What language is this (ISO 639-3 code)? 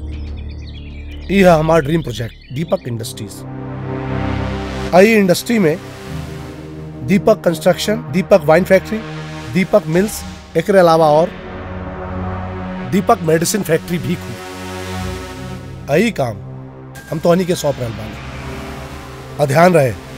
bho